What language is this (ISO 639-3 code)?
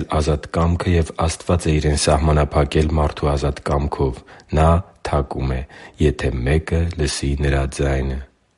hye